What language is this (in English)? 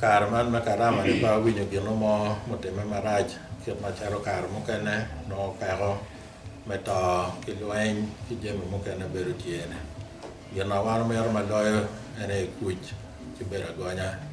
Acoli